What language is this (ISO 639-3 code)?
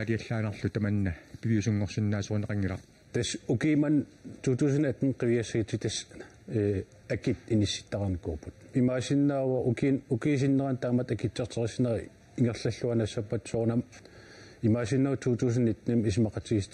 kal